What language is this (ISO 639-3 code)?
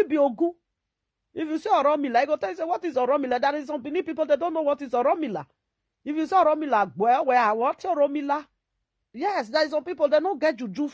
pcm